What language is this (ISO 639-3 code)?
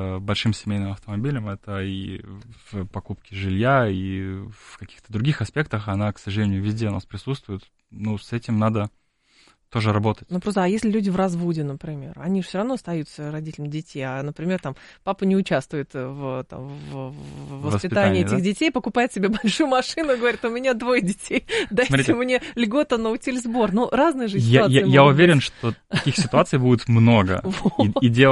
rus